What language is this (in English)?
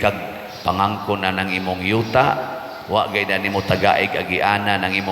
Cebuano